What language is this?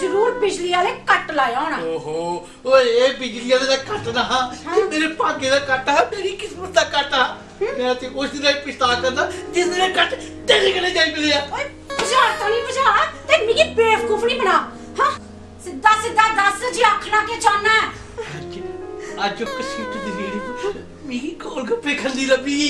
Dogri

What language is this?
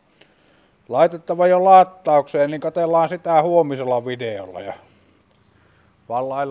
Finnish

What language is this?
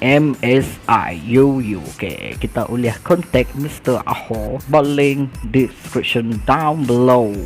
Iban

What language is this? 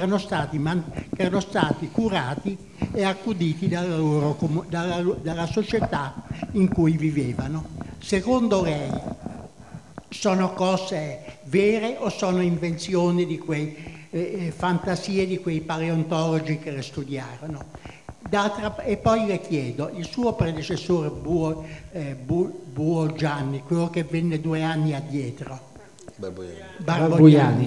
Italian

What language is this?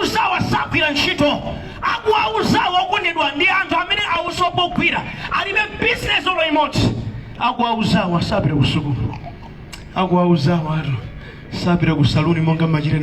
Nyanja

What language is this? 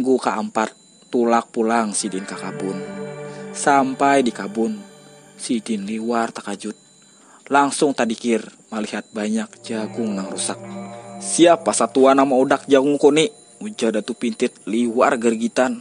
Banjar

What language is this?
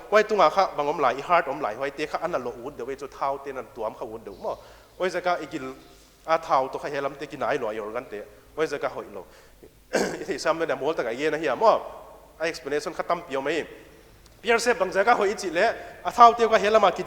Paite Chin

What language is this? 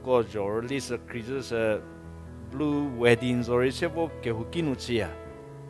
Angami Naga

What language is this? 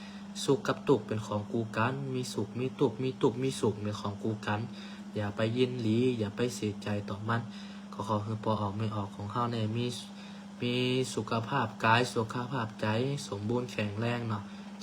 Shan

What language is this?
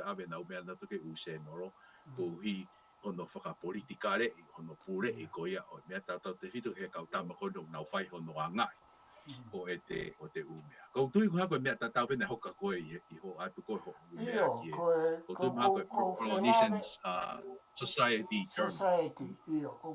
Tongan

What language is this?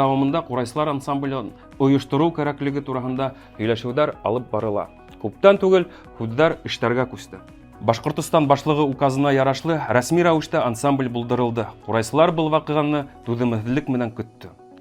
Bashkir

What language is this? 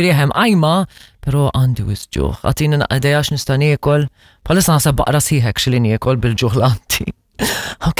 Maltese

